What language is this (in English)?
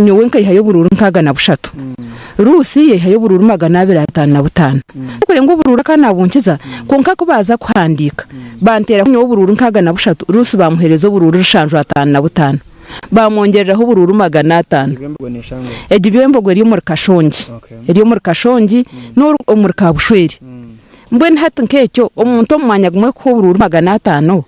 Nyankole